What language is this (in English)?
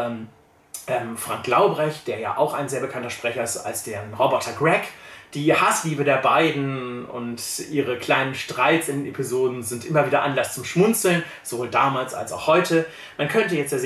German